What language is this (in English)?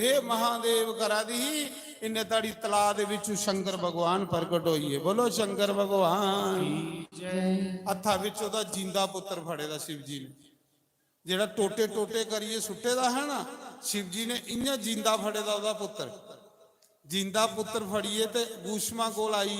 Dogri